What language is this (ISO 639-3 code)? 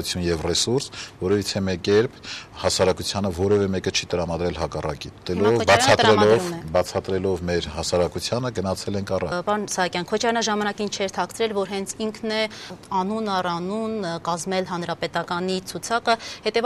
hye